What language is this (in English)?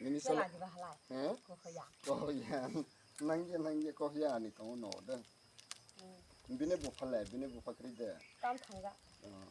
Kok Borok